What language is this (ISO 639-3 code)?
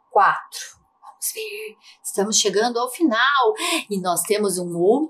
por